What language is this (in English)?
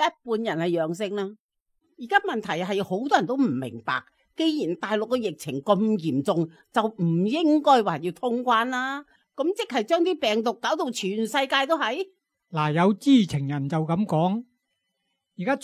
Cantonese